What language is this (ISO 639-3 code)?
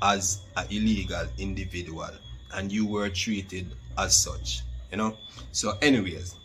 jam